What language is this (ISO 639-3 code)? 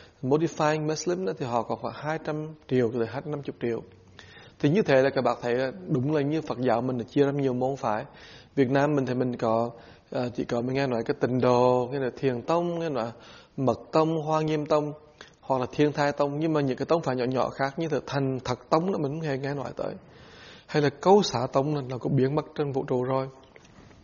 vie